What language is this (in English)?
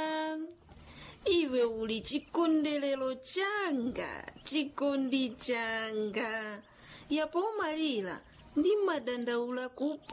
Nyanja